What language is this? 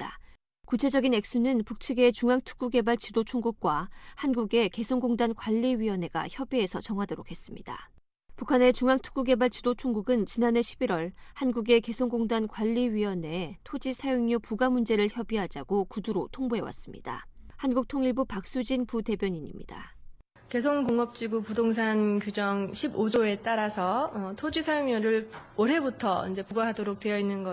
Korean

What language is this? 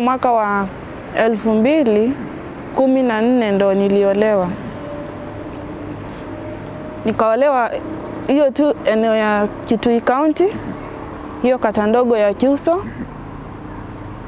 Swahili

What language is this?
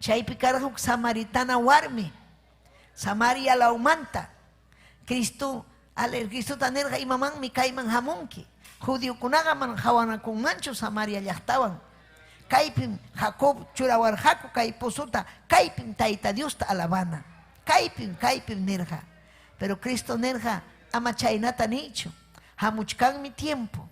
Ayacucho Quechua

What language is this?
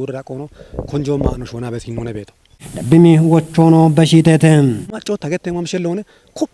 Kafa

